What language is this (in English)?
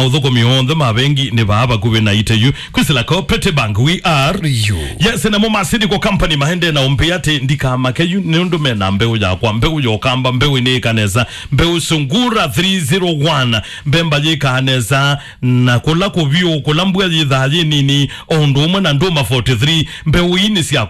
Kamba